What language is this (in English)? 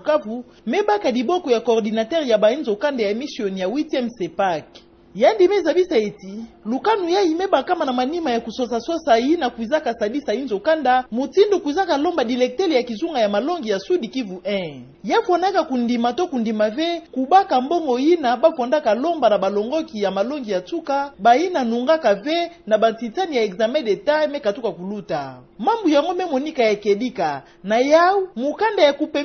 Kituba (Democratic Republic of Congo)